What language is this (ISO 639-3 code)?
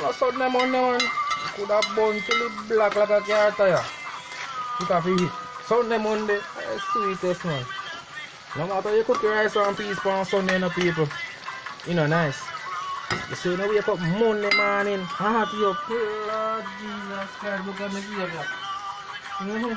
jam